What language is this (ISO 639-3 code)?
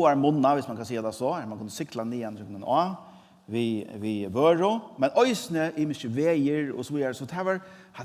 fao